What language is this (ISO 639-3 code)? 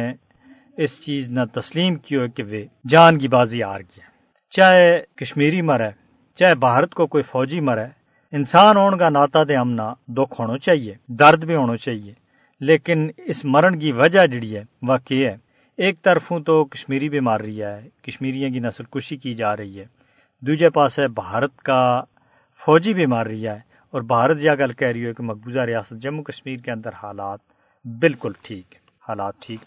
gju